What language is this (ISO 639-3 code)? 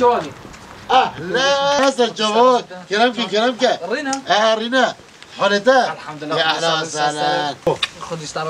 kur